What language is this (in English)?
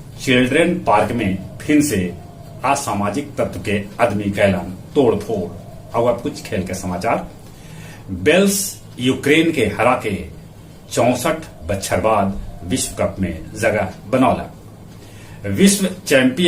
Magahi